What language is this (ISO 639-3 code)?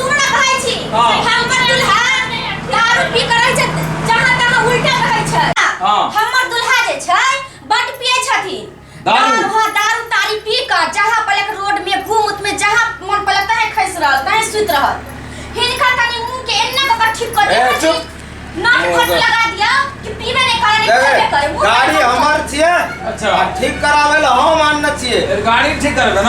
mai